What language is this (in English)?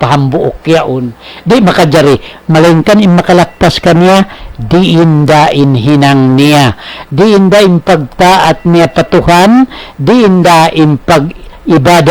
Tausug